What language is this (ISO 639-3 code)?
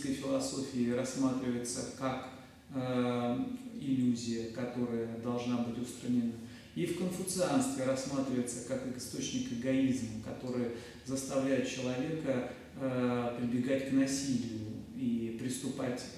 rus